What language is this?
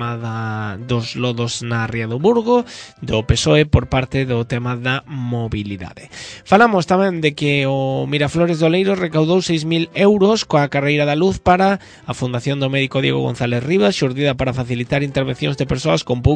Galician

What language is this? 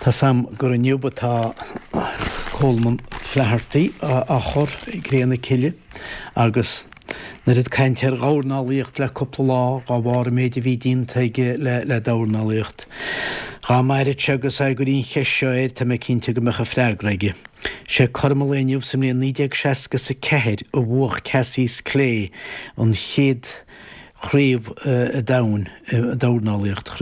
Irish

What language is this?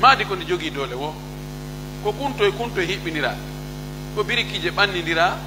Pular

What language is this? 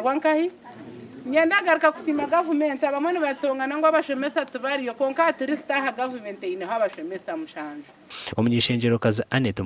Nyankole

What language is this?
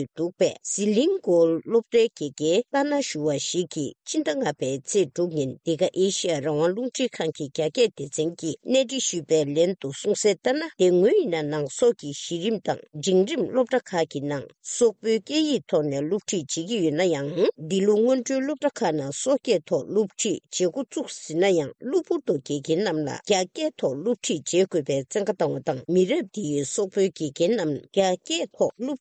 Tibetan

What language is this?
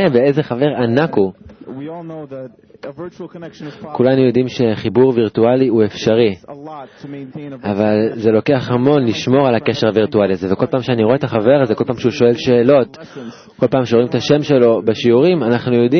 Hebrew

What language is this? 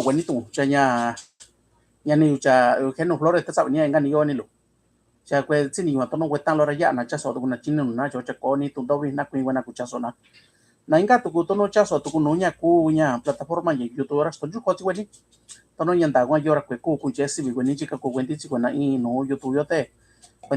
Mixtepec Mixtec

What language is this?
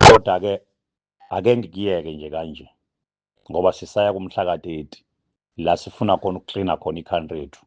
Zulu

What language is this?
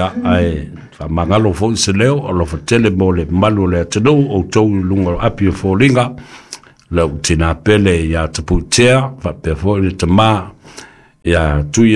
Samoan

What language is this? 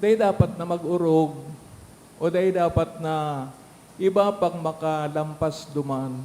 Bikol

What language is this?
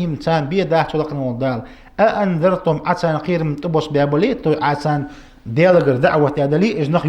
Ingush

